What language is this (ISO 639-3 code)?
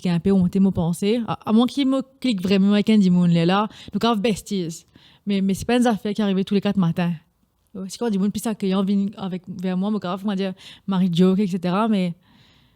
mfe